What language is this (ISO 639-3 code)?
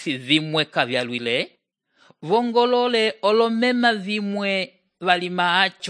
umb